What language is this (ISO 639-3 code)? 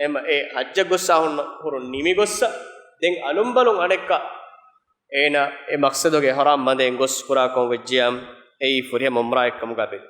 div